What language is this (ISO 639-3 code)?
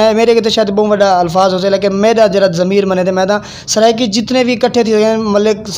skr